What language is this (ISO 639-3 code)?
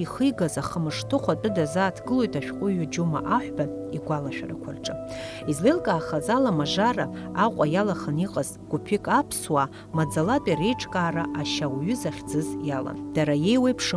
abk